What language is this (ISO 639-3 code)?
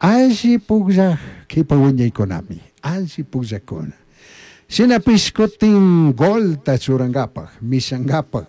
qug